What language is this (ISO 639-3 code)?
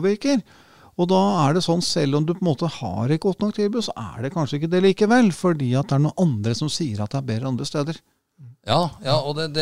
nor